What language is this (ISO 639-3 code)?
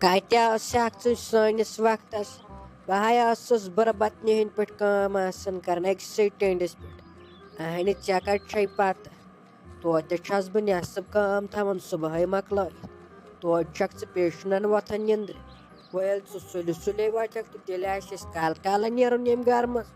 kas